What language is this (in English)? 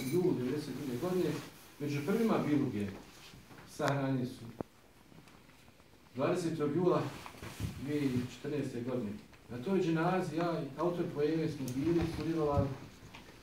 Bosnian